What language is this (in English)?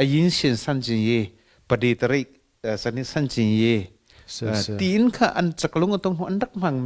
Hakha Chin